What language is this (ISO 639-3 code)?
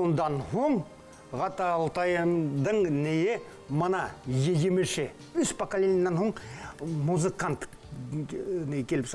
bak